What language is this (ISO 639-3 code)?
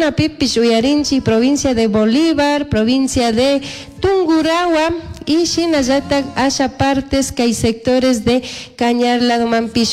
qug